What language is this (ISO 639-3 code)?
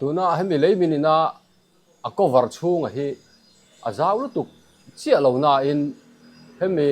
lus